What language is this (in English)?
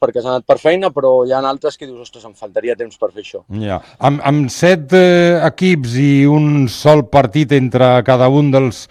Catalan